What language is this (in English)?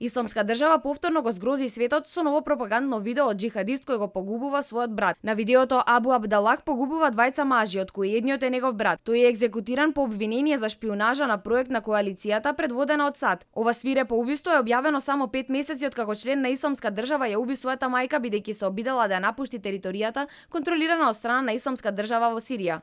Macedonian